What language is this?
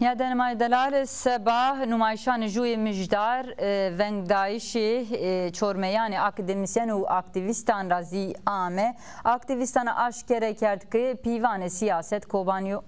Zaza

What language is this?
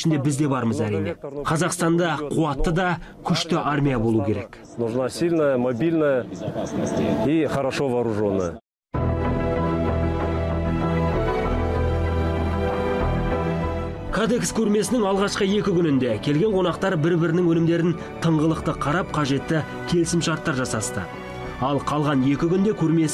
Kazakh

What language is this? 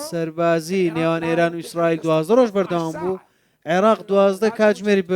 Central Kurdish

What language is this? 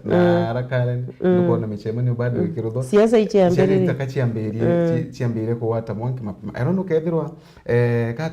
Meru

